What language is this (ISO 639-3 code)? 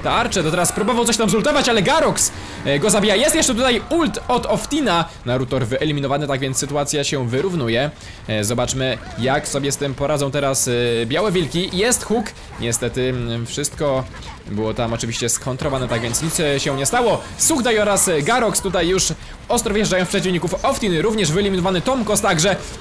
pol